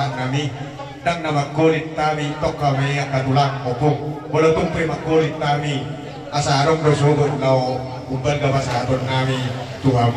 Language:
Batak Toba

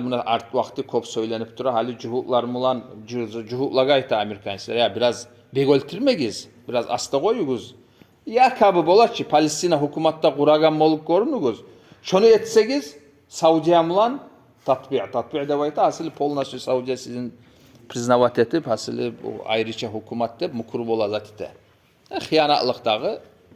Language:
Kumyk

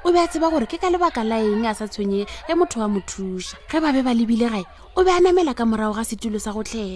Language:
Northern Sotho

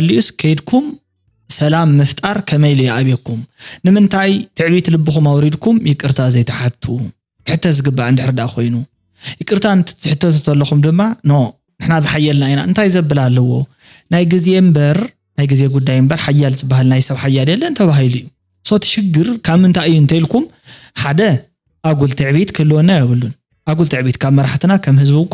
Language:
Tigrinya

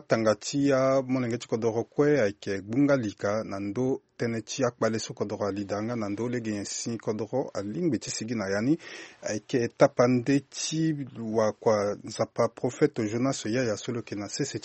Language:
Sango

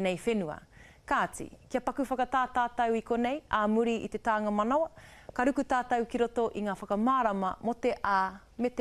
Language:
Māori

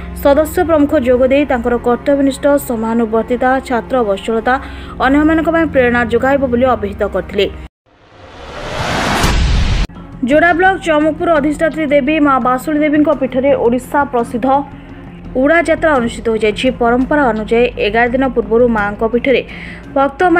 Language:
Odia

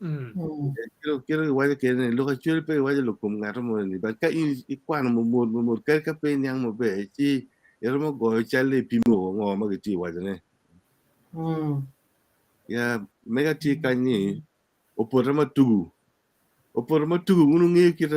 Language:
Acoli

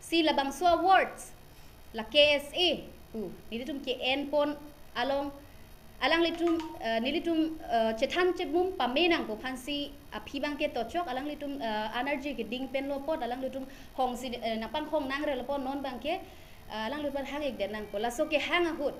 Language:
Karbi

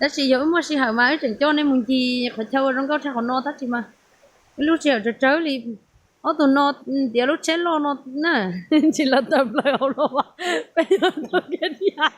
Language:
Hmong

